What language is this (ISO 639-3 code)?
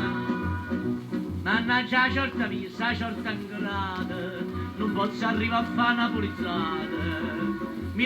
nap